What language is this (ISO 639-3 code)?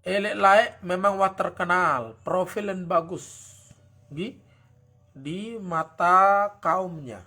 sas